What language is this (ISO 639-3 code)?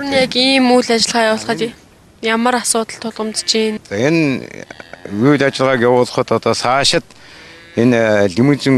mon